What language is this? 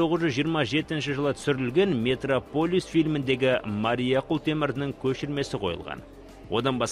Kazakh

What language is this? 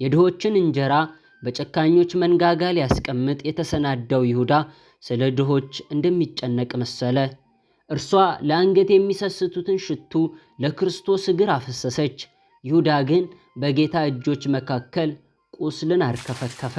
Amharic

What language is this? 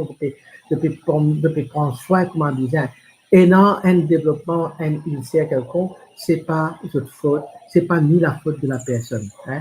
Morisyen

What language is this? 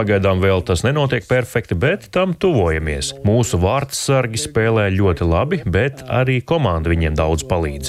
Latvian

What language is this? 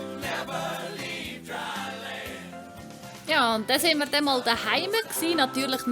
Swiss German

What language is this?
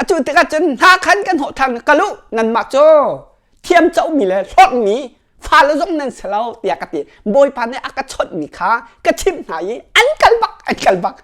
Hakha Chin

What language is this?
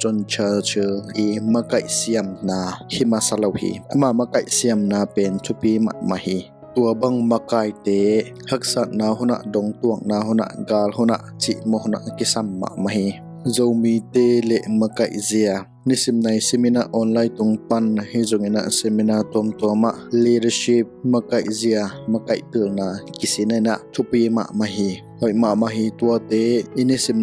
Tedim Chin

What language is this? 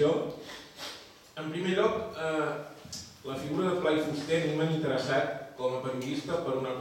Catalan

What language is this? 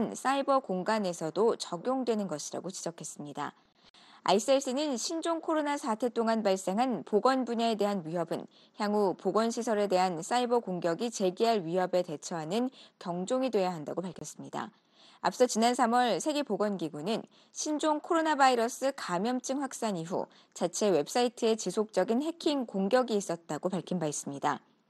Korean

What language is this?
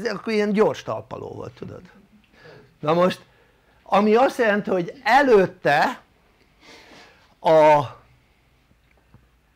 Hungarian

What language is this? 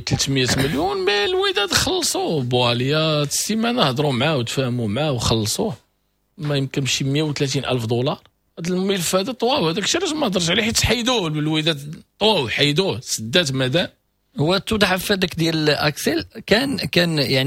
Moroccan Arabic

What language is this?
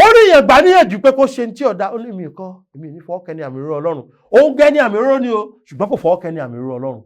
Yoruba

